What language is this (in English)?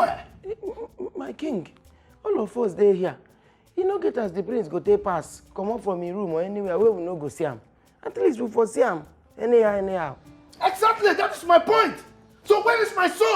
Nigerian Pidgin